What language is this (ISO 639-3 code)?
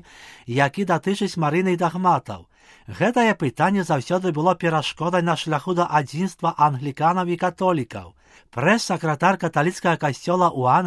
bel